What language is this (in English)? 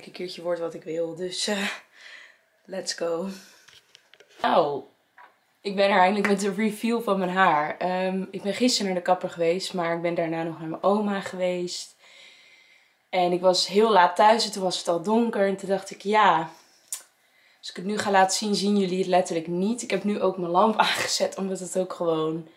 Dutch